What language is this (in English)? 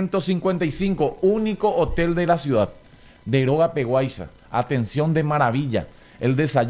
Guarani